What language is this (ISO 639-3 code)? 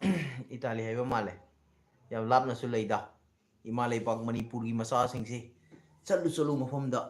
mni